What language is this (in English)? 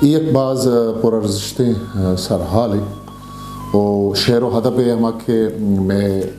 Eastern Balochi